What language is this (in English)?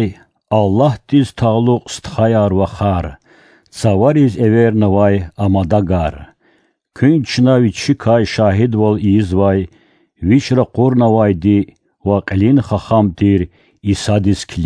Lezghian